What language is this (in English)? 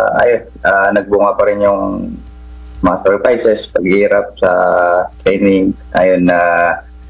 Filipino